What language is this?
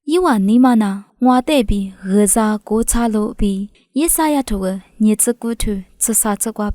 Lisu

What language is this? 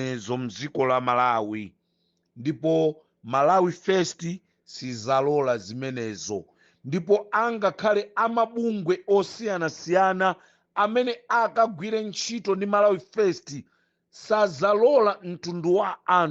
Nyanja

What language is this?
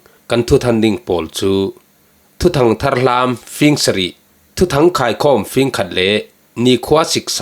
Falam Chin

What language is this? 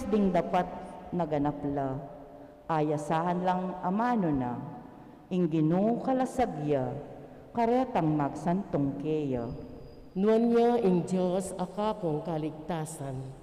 Pampanga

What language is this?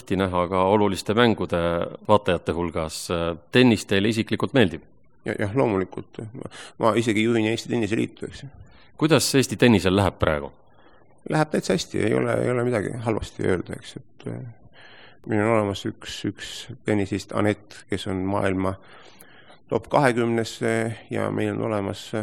Estonian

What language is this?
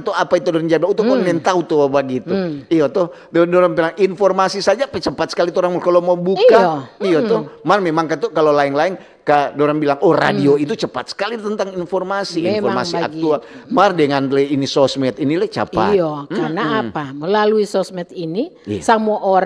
Manado Malay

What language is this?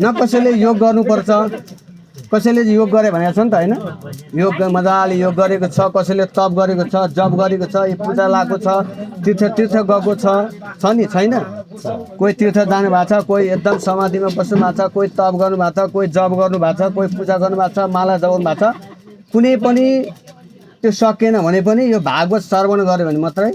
Nepali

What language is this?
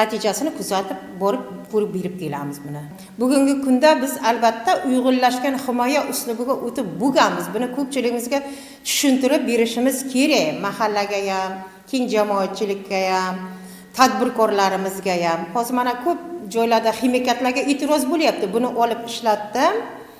Uzbek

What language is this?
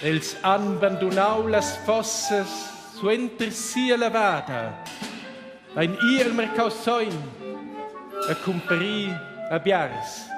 Romansh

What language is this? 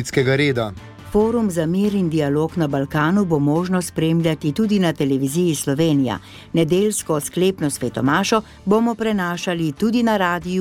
Slovenian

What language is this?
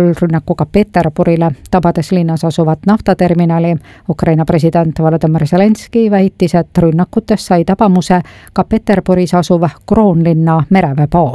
Estonian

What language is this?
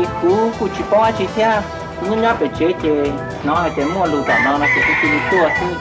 Hmong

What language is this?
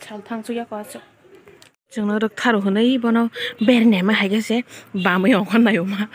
Kok Borok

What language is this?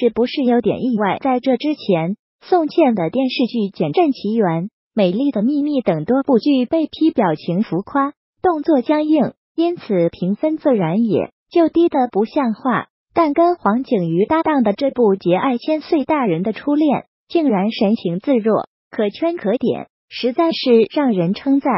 Chinese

